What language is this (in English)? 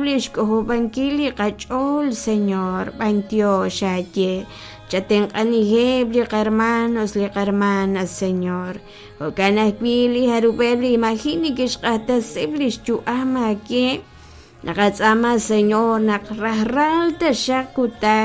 Kekchí